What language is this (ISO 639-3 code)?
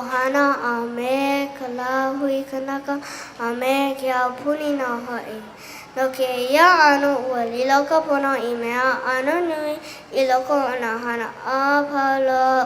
haw